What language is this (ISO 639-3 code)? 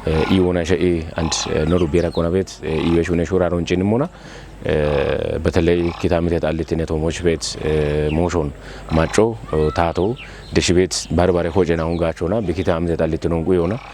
kbr